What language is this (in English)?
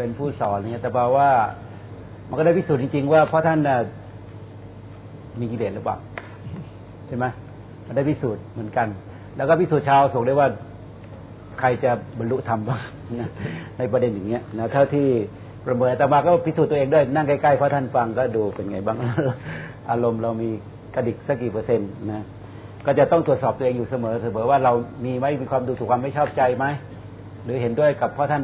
Thai